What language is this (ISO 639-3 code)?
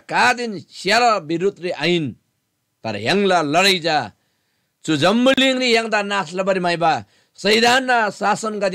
taj